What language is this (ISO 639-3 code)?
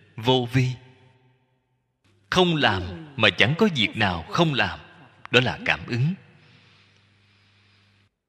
vie